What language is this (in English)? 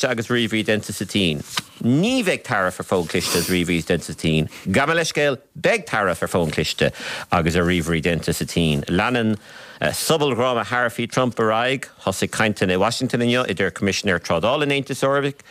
Irish